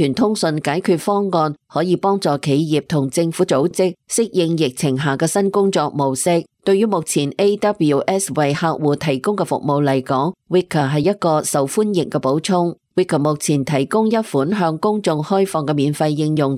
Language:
Cantonese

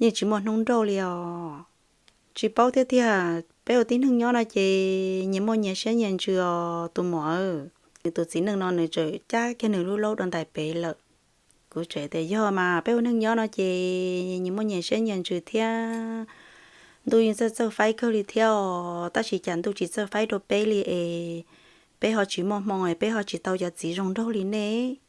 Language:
Hmong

